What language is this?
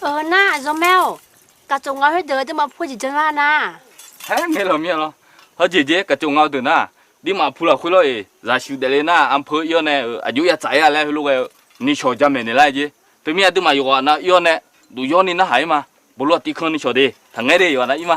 Akha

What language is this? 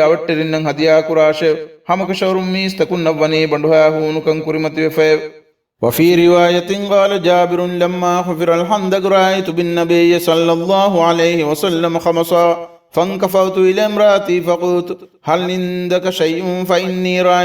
Divehi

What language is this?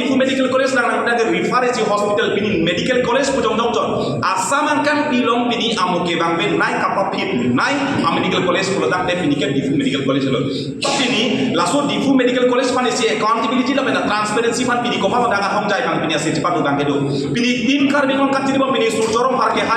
Karbi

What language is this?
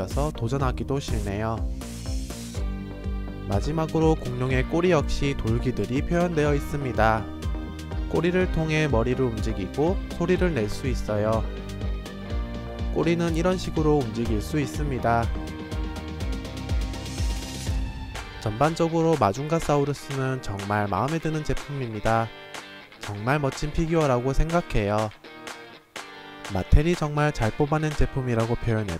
Korean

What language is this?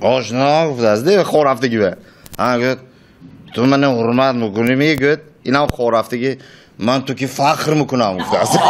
Tajik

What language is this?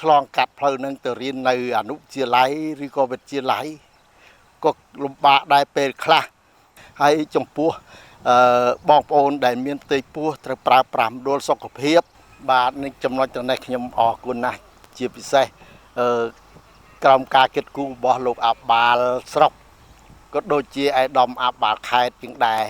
Khmer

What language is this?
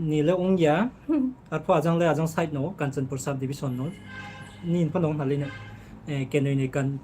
Riang (India)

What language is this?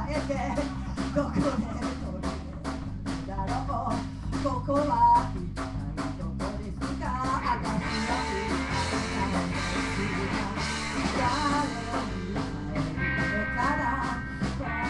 Japanese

